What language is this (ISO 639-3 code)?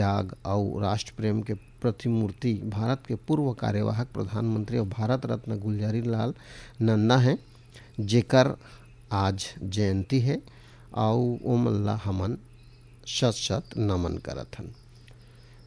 hne